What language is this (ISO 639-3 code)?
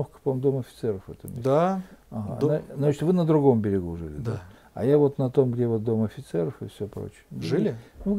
rus